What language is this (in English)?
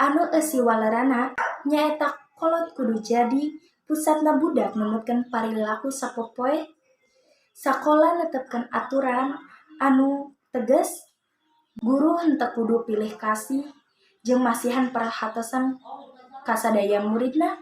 Sundanese